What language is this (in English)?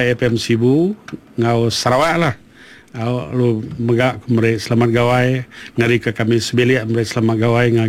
Iban